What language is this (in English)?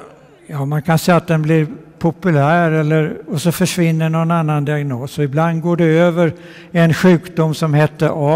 Swedish